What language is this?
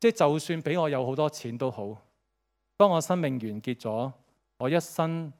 Cantonese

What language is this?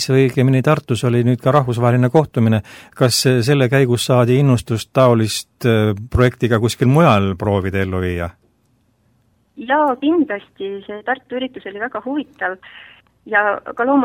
Estonian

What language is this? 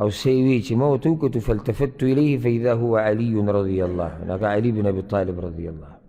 Pashto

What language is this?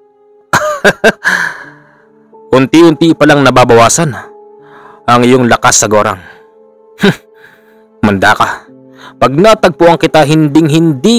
Filipino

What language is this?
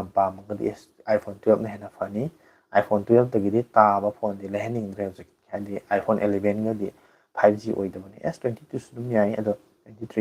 Manipuri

